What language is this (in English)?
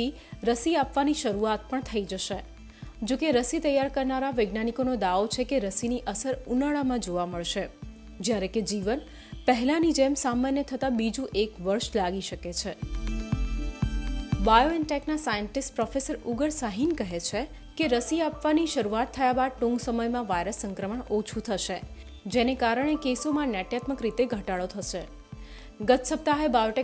Gujarati